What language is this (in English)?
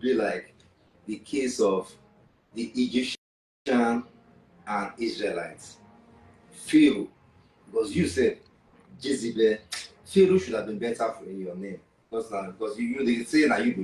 Nigerian Pidgin